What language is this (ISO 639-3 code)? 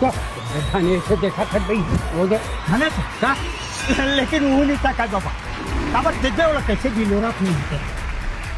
hne